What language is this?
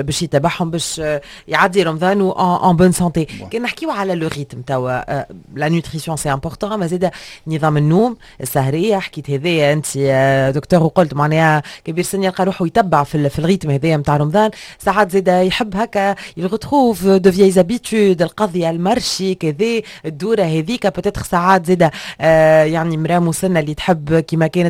Tunisian Arabic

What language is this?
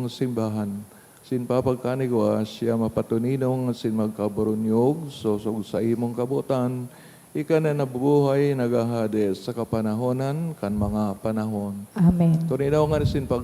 Bikol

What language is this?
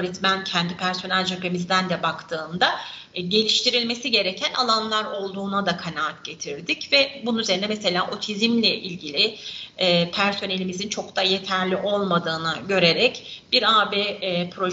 Turkish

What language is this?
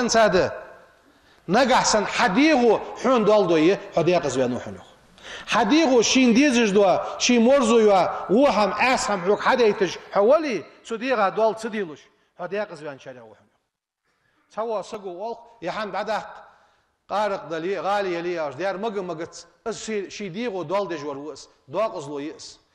Ingush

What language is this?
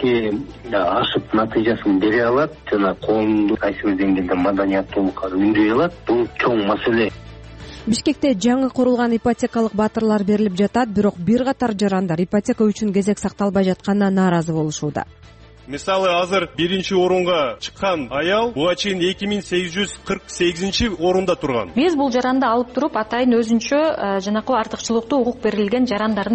Kyrgyz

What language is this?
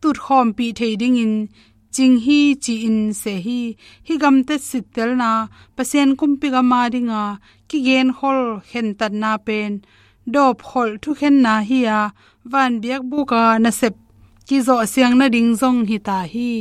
Tedim Chin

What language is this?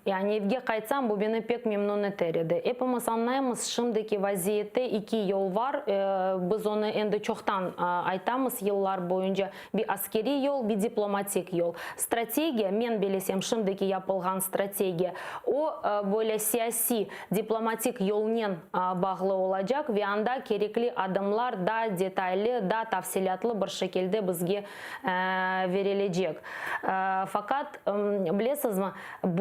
Crimean Tatar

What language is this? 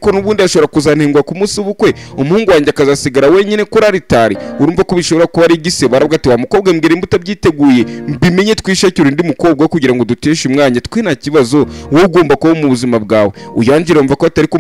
Kinyarwanda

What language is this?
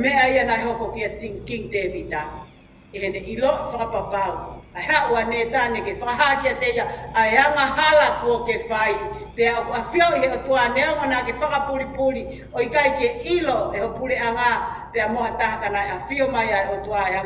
Tongan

